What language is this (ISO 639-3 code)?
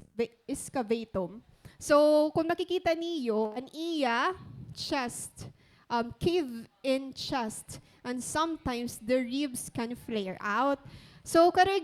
war